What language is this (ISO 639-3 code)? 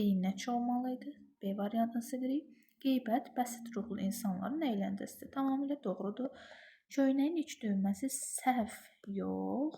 aze